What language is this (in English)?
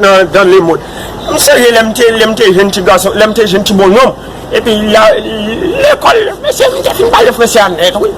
Haitian Creole